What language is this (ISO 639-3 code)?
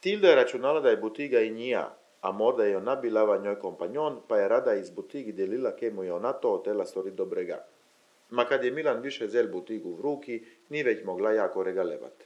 ckm